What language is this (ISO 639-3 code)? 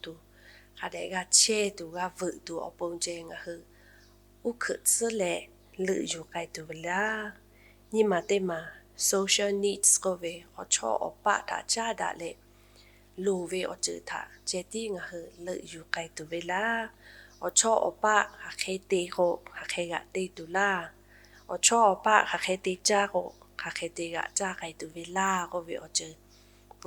lhu